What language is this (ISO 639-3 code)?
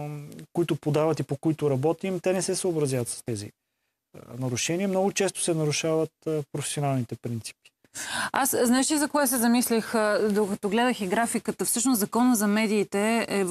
bul